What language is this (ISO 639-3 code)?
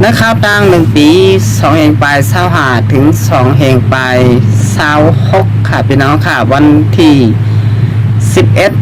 shn